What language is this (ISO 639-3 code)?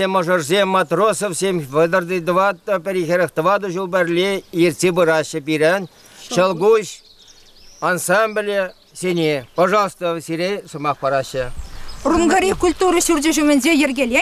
chv